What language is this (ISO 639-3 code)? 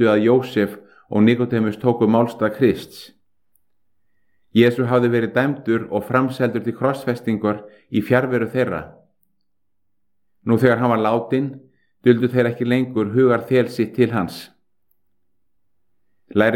isl